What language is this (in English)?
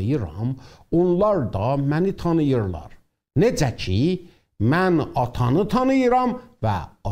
South Azerbaijani